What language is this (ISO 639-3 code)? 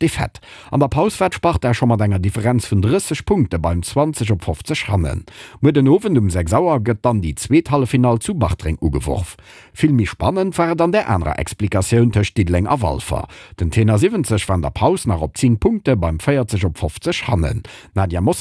ltz